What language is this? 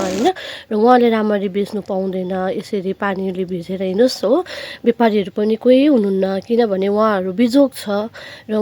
Nepali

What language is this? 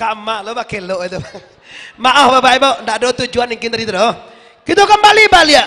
Minangkabau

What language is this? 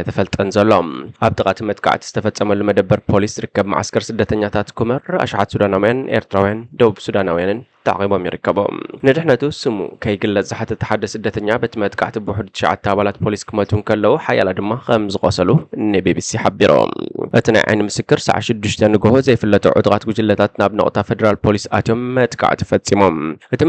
Tigrinya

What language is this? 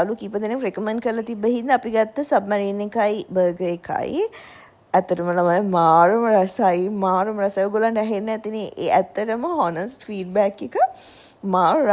Sinhala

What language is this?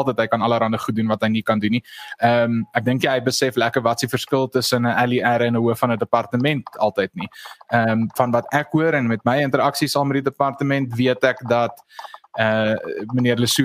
Afrikaans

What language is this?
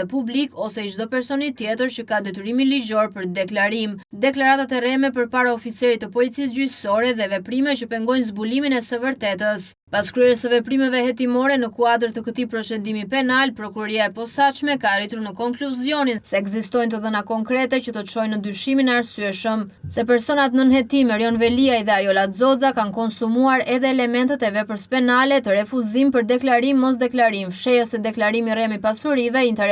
Albanian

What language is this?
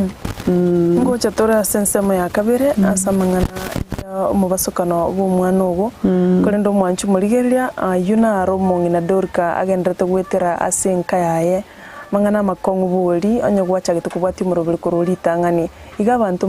Gusii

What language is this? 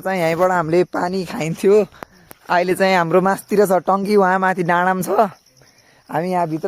Nepali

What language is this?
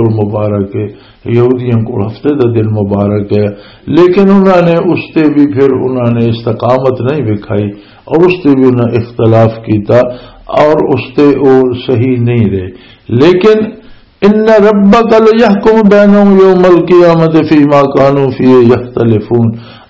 Western Panjabi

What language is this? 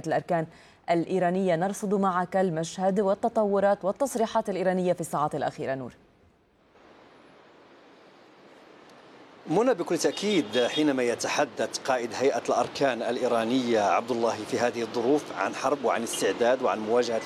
Arabic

